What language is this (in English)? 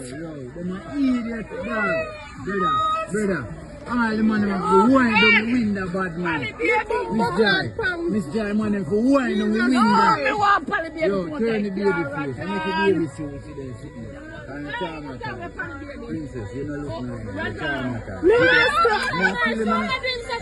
Jamaican Creole English